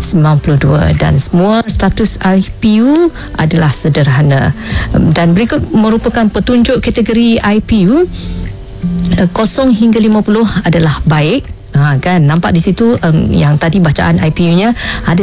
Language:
Malay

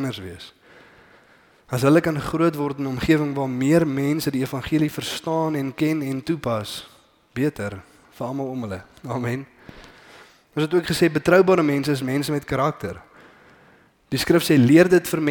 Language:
Afrikaans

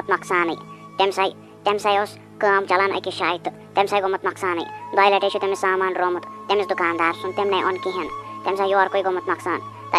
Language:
Kashmiri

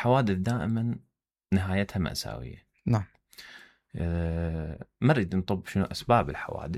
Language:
Mesopotamian Arabic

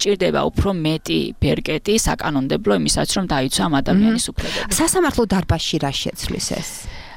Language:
Georgian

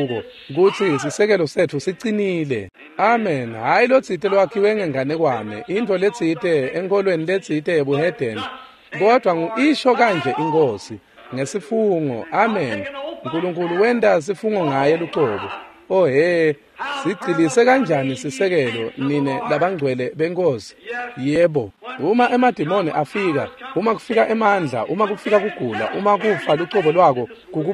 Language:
Swati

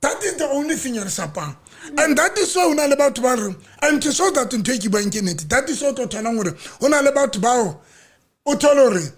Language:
Southern Sotho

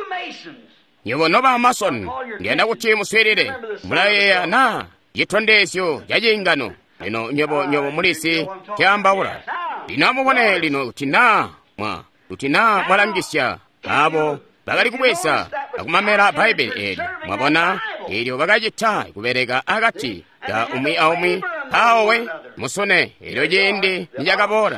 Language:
Tonga (Zambia)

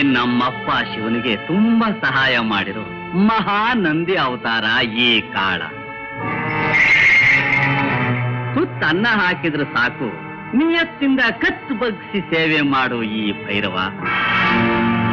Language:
Kannada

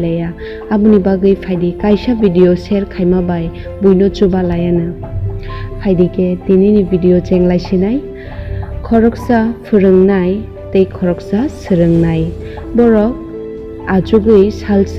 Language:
Kok Borok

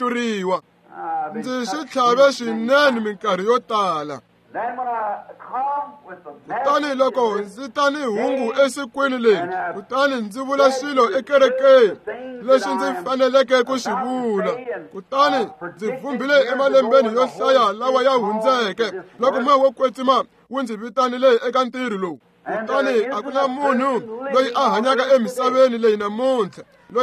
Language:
Tsonga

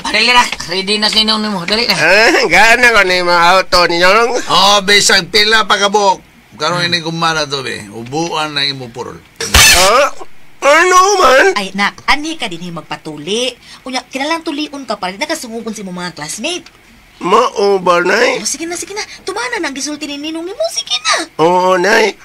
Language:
Cebuano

